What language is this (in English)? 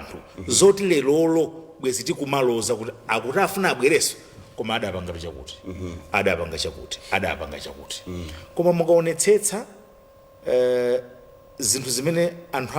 Nyanja